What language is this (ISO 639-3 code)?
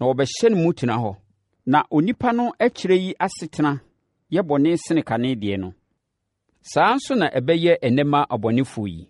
aka